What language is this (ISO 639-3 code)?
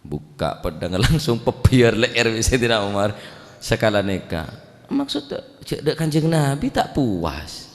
mad